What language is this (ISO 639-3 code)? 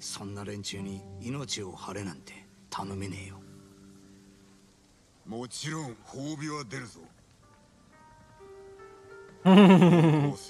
jpn